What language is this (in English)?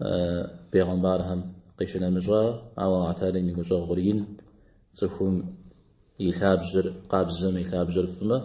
Kabardian